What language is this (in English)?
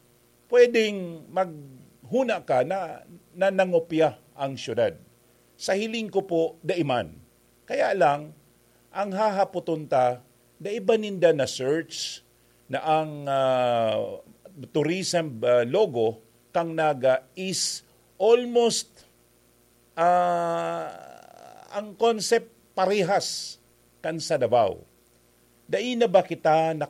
Bikol